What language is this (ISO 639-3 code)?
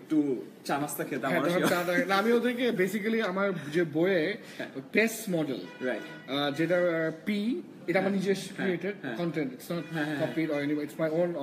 ben